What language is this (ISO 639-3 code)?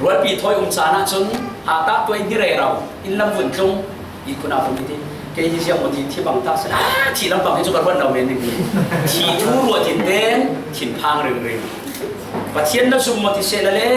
cfm